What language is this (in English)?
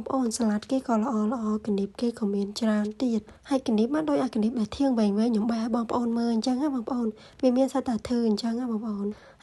Khmer